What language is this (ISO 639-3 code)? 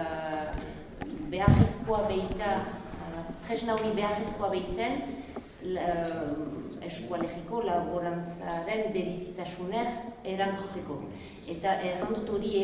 eus